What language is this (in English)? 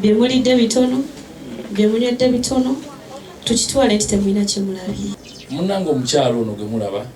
Ganda